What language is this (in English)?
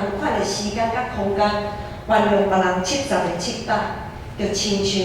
Min Nan Chinese